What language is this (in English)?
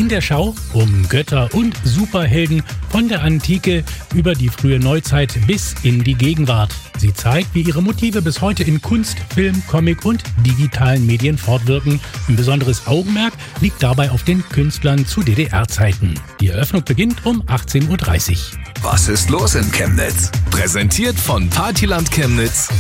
German